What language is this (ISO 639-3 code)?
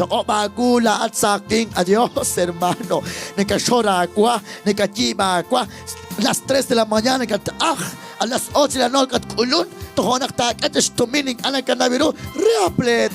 kek